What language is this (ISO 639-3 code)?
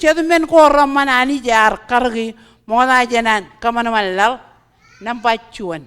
mah